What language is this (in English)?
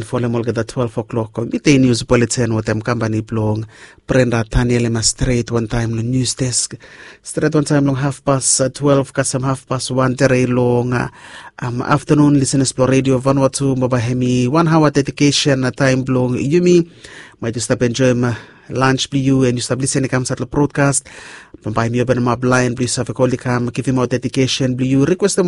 Bislama